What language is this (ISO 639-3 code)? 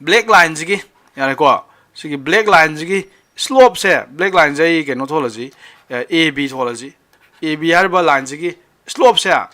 mni